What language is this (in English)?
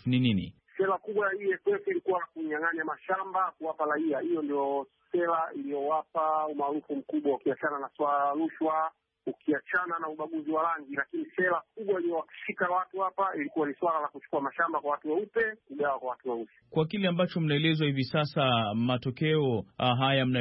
Swahili